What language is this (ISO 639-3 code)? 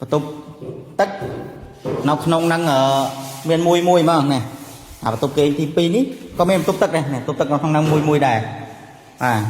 khm